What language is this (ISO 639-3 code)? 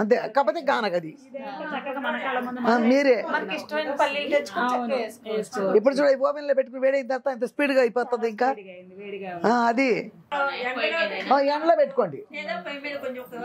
tel